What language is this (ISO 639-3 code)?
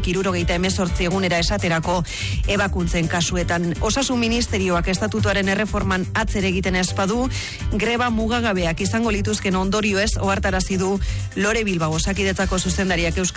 eus